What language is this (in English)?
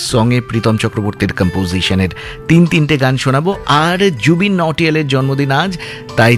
Bangla